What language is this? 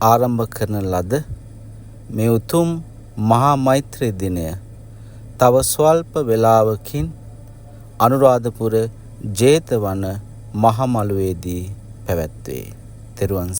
Sinhala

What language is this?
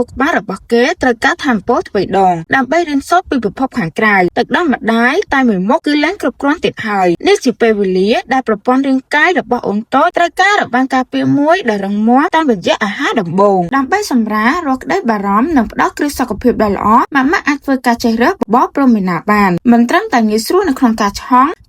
Khmer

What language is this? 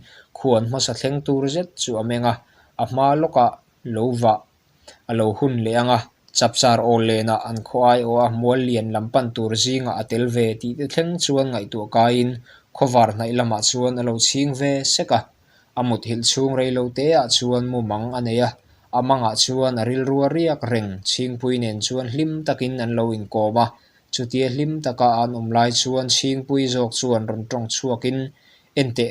Mizo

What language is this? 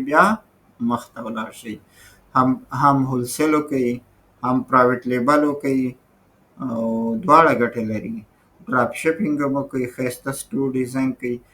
Pashto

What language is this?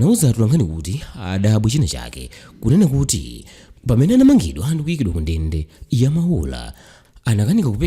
Nyanja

